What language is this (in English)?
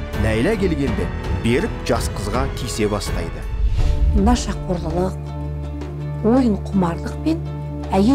Kazakh